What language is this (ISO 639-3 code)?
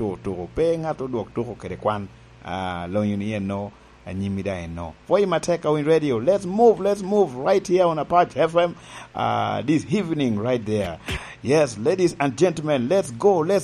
laj